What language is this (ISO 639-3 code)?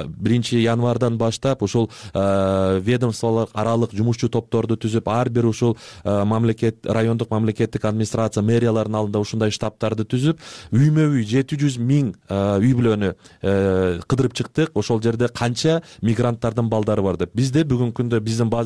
kir